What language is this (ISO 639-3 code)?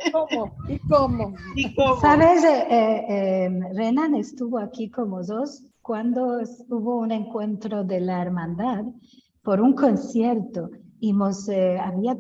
lad